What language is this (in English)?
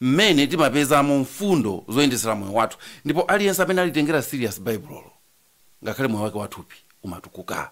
Nyanja